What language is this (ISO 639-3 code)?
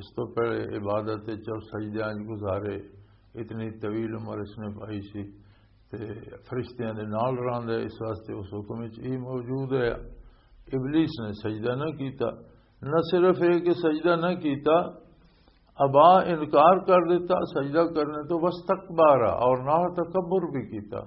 lah